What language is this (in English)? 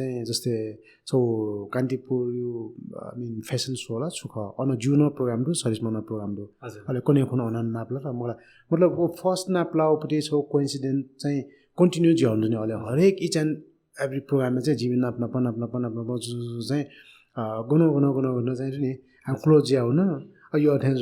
Newari